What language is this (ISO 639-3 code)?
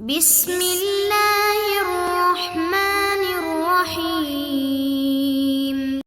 min